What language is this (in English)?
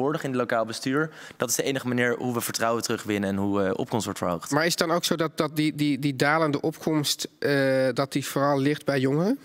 Dutch